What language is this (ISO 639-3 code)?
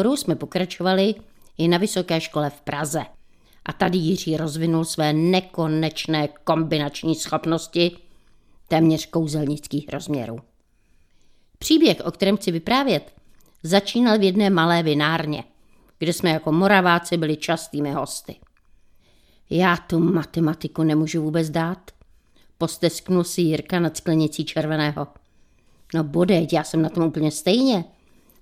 ces